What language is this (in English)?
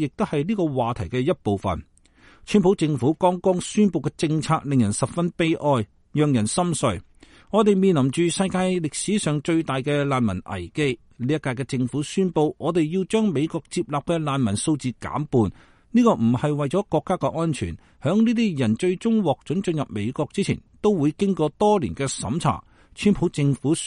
Cantonese